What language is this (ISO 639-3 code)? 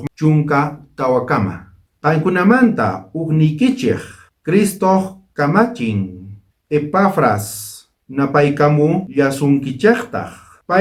quh